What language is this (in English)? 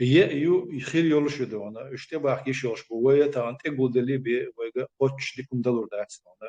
Chechen